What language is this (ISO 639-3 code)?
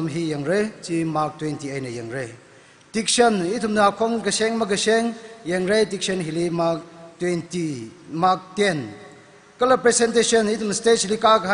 nmf